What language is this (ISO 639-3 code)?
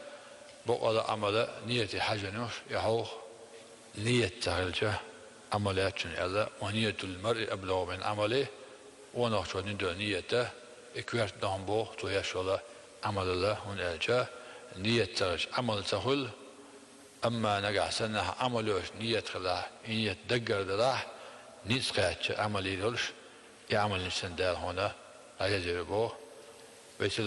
che